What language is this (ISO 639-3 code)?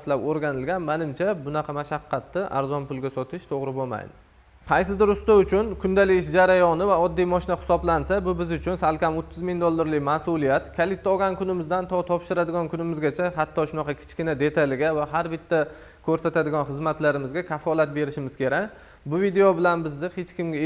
uzb